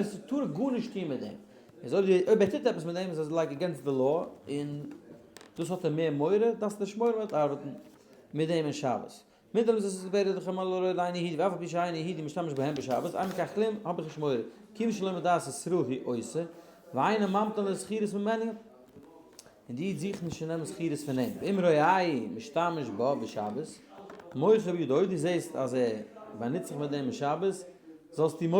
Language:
Yiddish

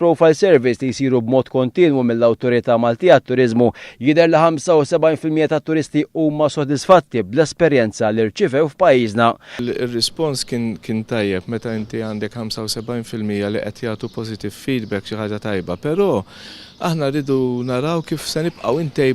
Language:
Maltese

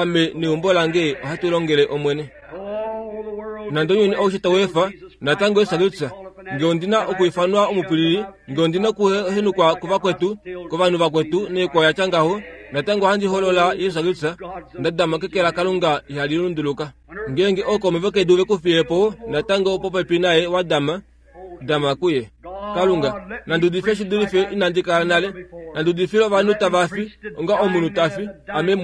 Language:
Kuanyama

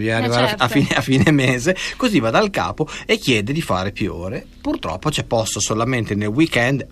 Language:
Italian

